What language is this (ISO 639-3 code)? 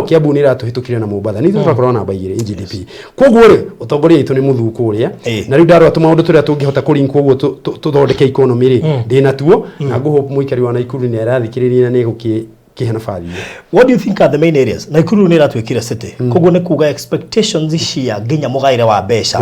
kik